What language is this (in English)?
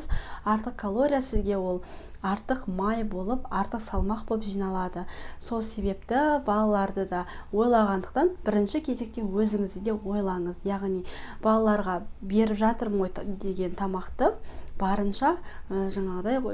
Kazakh